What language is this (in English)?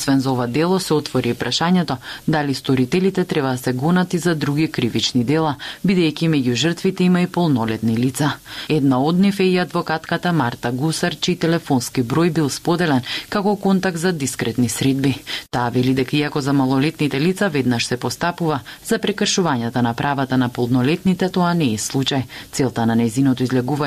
Macedonian